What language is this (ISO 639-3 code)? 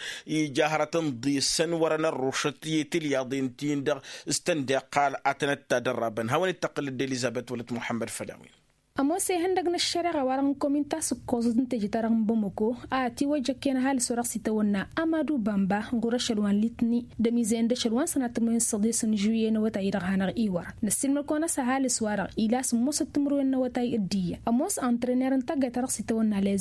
taq